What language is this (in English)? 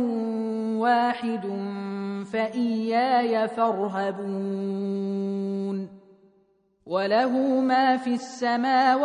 Arabic